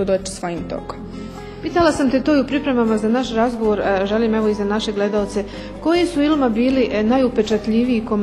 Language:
Bosnian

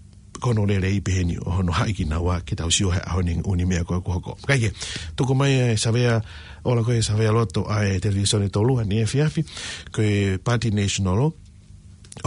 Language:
Tongan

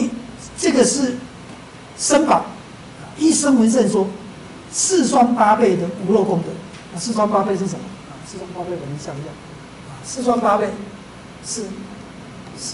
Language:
Chinese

